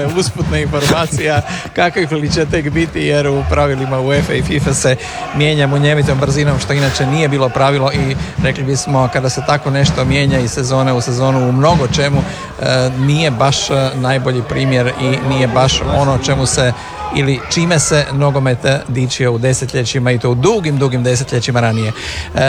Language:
Croatian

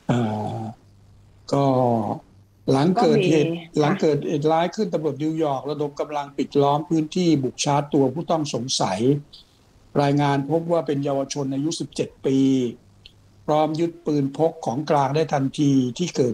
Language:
Thai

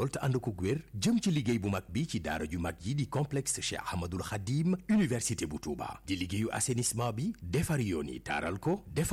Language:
Wolof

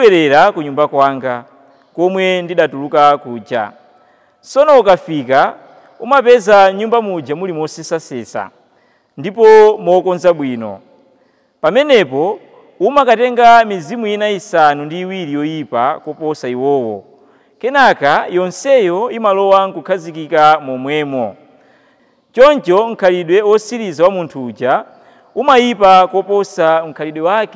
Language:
Nyanja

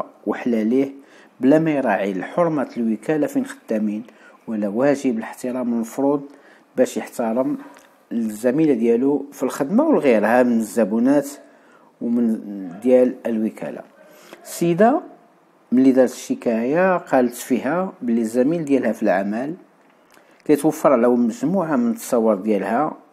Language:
Moroccan Arabic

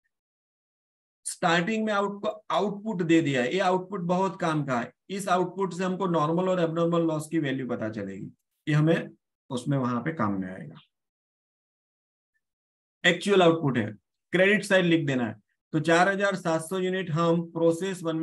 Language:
Hindi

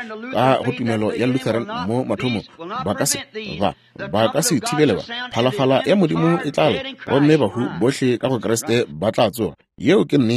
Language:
Northern Sotho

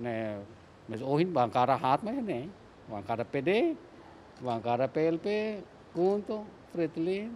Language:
Tetum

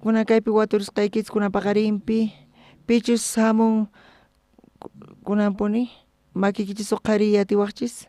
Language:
South Bolivian Quechua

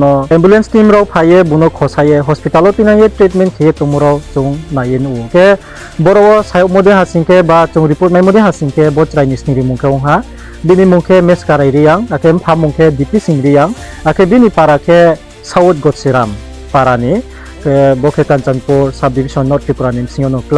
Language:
Riang (India)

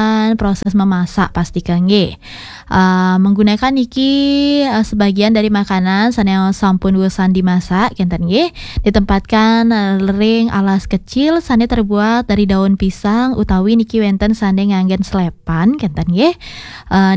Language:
Balinese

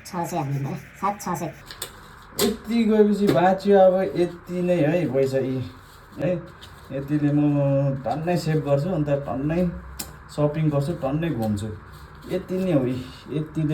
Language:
Nepali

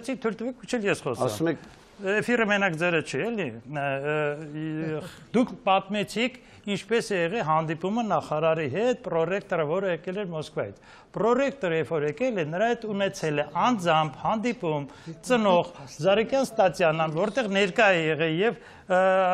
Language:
Armenian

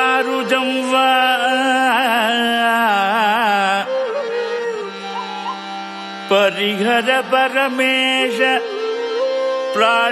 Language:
Kannada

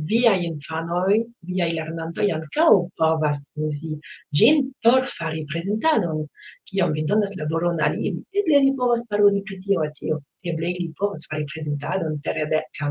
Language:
Esperanto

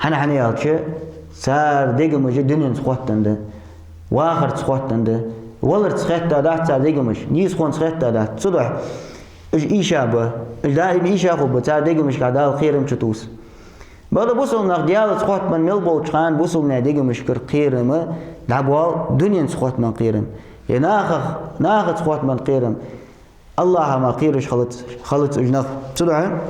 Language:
Ingush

